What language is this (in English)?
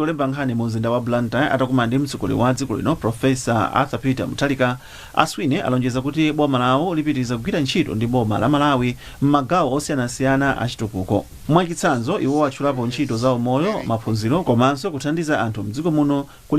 Nyanja